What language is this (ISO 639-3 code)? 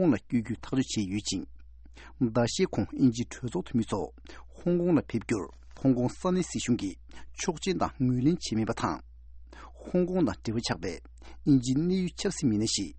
bod